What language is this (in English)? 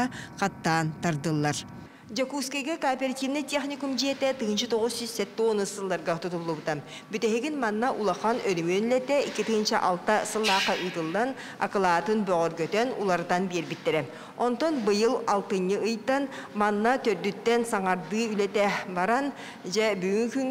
Yakut